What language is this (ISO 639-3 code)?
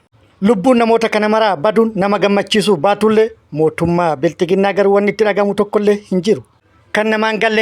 orm